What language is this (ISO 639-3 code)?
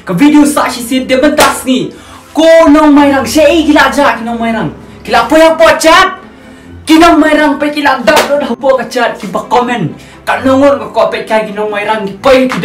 kha